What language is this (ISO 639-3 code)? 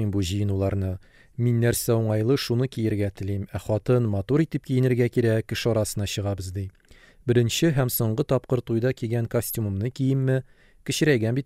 tat